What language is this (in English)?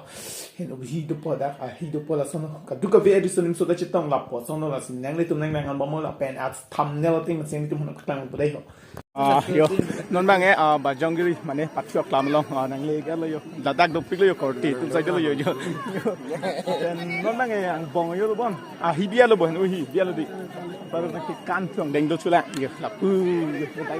Karbi